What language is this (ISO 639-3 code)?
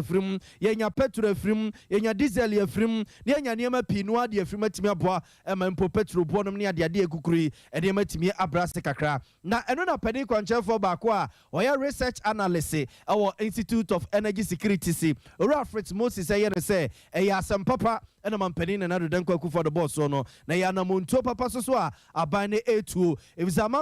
aka